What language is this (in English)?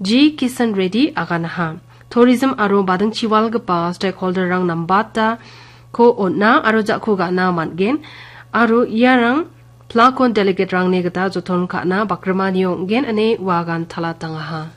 Garo